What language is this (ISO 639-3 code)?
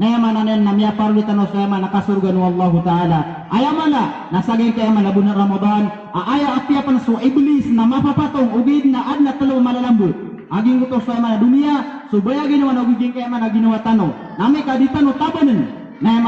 mrw